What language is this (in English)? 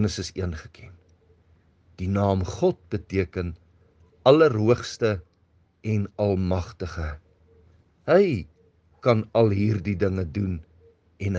Afrikaans